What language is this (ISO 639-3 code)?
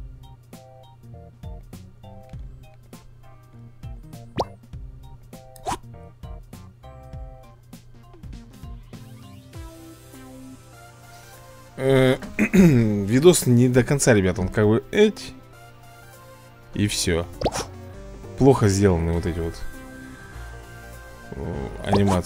rus